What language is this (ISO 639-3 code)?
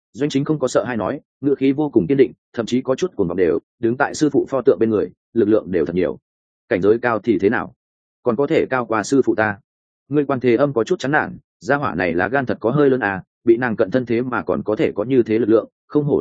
vie